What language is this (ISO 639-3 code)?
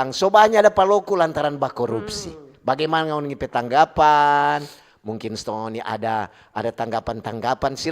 xmm